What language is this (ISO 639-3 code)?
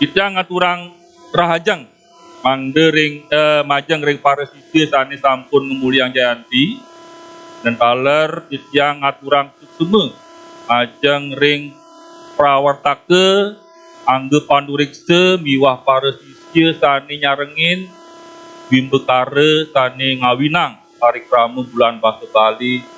ban